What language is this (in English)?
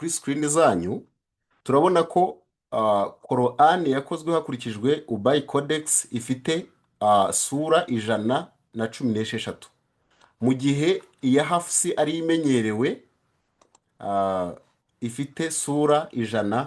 Kinyarwanda